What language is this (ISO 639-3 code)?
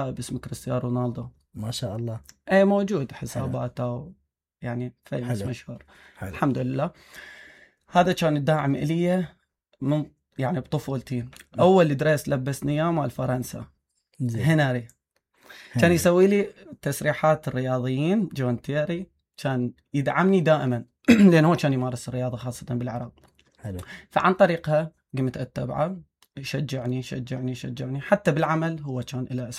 acm